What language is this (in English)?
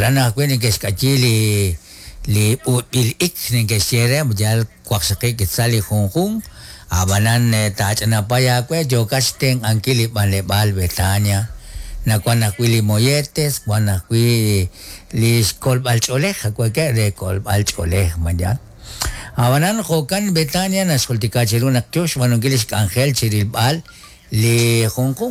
Kekchí